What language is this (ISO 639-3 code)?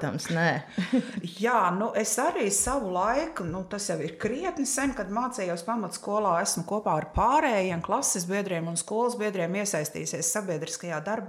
lav